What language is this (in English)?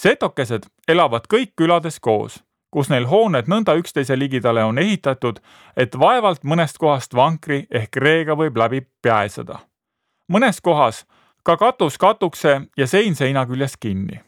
Estonian